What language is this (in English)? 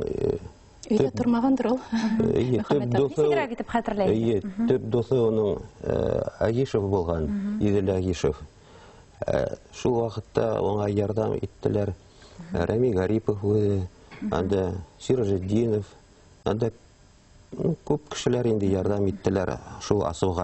Bashkir